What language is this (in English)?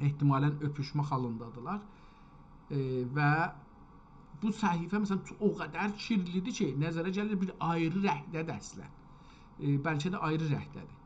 South Azerbaijani